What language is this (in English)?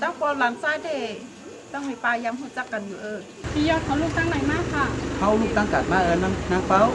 Shan